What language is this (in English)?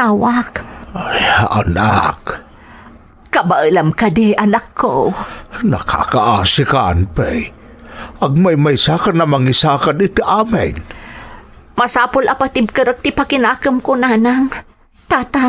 Iloko